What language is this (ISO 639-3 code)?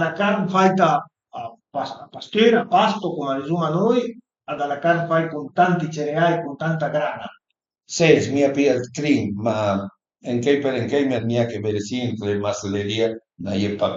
pms